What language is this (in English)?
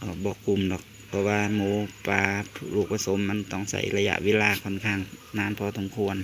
Northeastern Thai